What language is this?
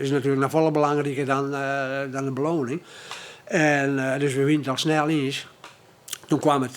Western Frisian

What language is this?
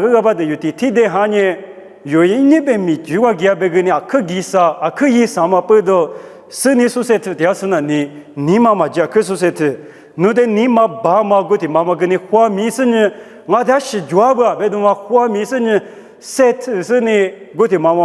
Lisu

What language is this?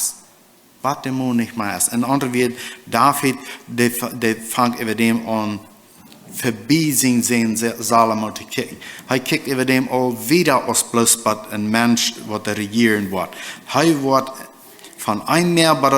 Plautdietsch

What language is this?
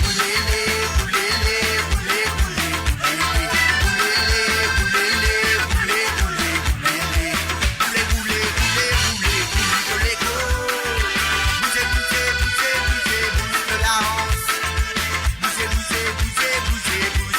Morisyen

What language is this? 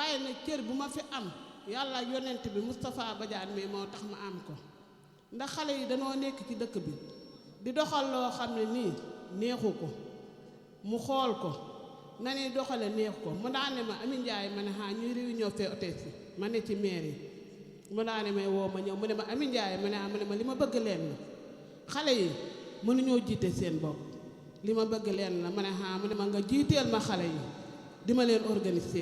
Wolof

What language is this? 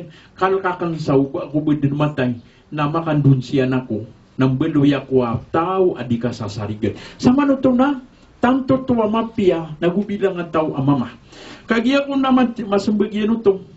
Maranao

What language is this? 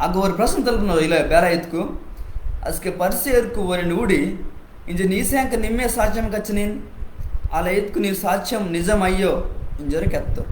Koya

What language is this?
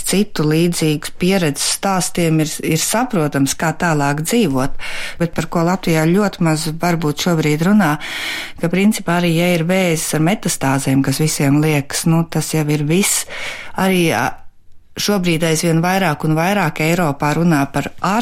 Latvian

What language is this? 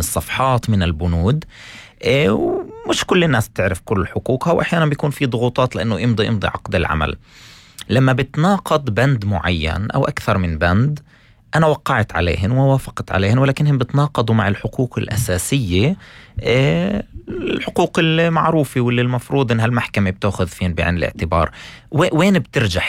North Levantine Arabic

